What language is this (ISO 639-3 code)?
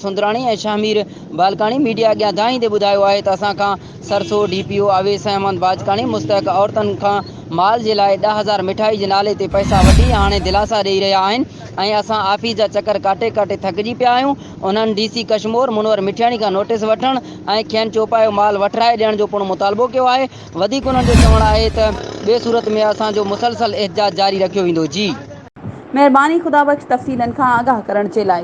snd